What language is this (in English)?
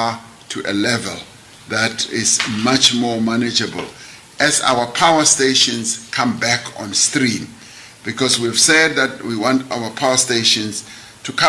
English